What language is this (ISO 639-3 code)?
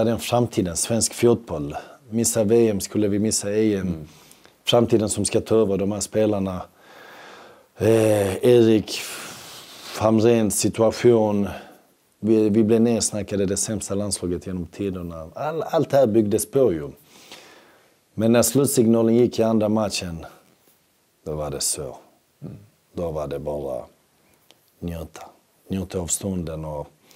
swe